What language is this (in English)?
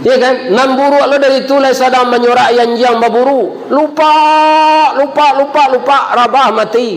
Minangkabau